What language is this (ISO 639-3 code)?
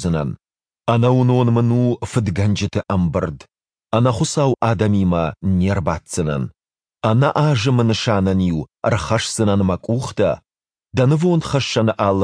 oss